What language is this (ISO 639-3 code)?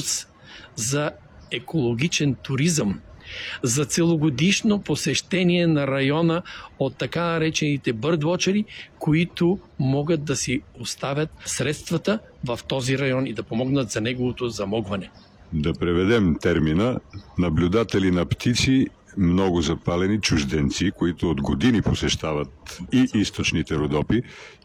bul